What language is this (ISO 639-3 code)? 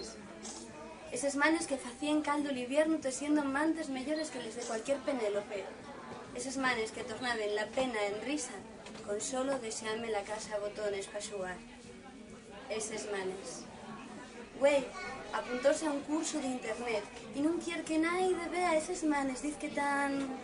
ast